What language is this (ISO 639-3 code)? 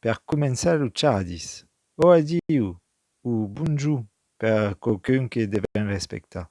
oci